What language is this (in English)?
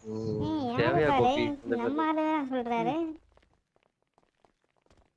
Tamil